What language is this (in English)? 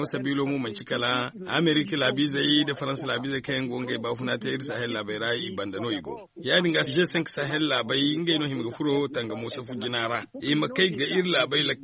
Zarma